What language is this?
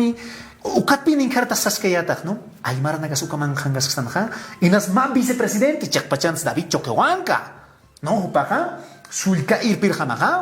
Aymara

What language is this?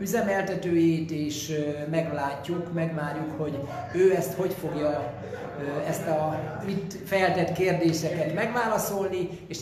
Hungarian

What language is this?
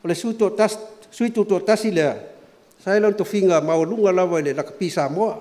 Samoan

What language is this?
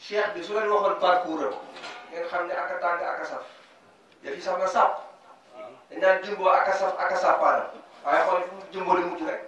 Wolof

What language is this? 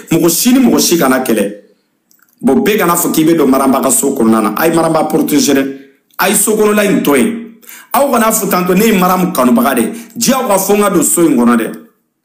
Bambara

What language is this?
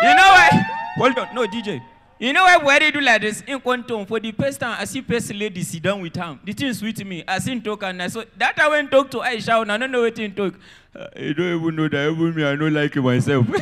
Nigerian Pidgin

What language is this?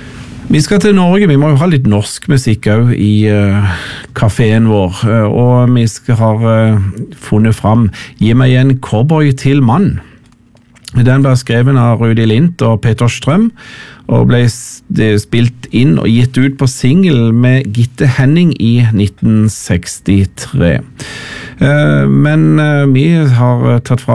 Norwegian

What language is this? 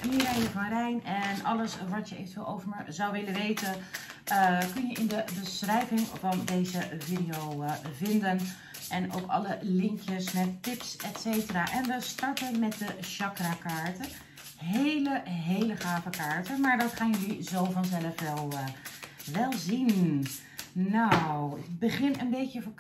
Dutch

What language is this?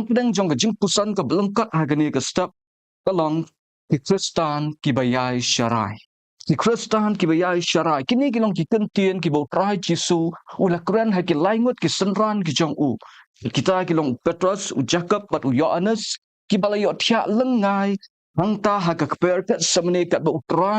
Khasi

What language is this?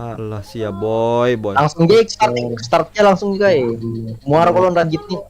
Banjar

